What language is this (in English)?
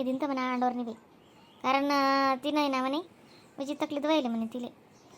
Khandesi